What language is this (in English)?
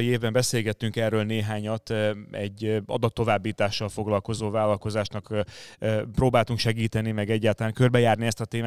Hungarian